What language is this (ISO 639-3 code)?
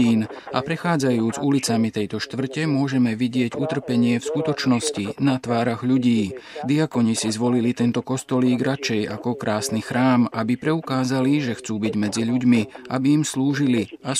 slk